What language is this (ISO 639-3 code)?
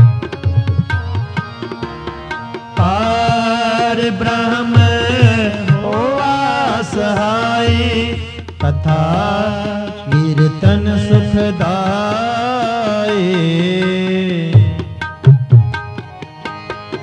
pan